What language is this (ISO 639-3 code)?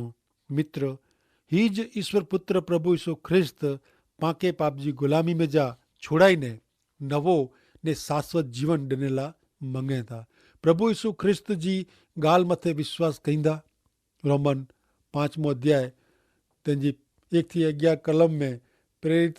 kfr